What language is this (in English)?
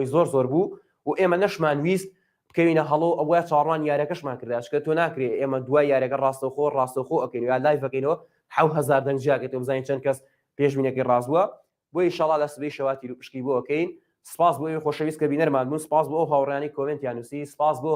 Central Kurdish